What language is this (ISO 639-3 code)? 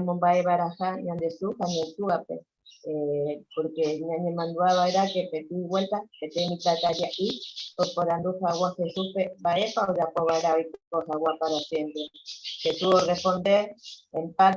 grn